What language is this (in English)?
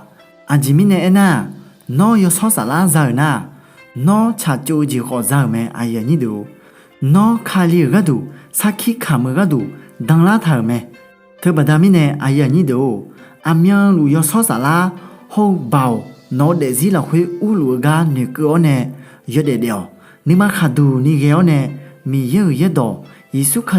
Akha